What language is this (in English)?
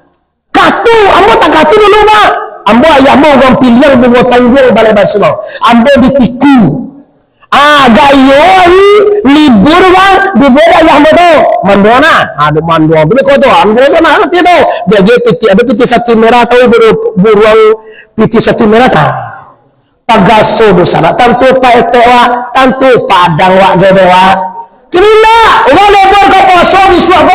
Minangkabau